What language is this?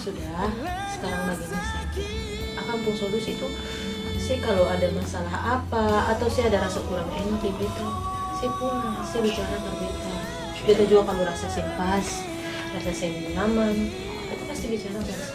Ambonese Malay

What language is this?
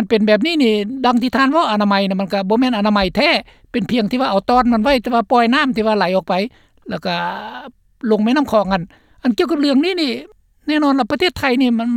Lao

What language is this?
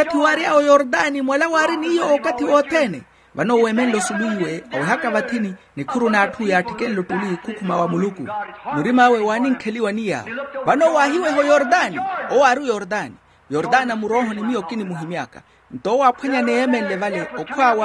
Makhuwa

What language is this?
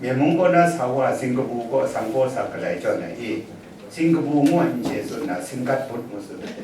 Kachin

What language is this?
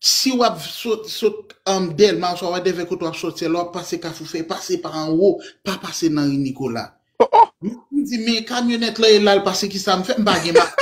Haitian Creole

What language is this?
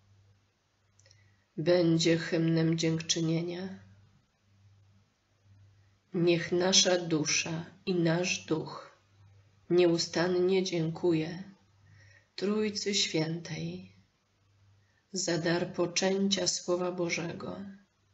Polish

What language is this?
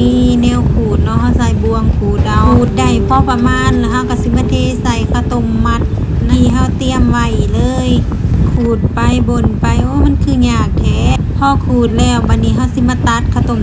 Lao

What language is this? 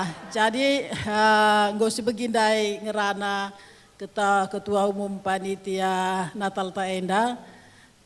Batak Karo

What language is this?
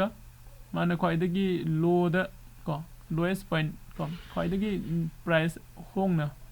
Manipuri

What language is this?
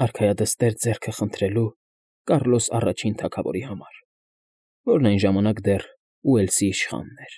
Armenian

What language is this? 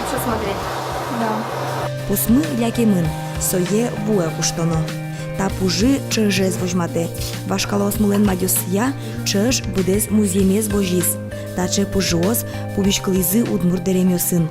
Udmurt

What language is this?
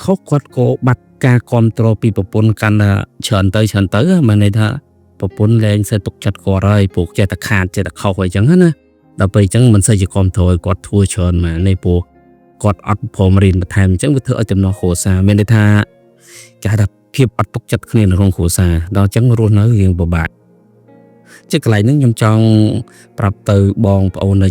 Khmer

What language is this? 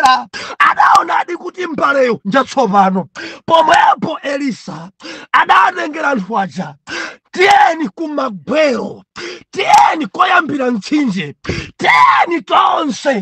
Nyanja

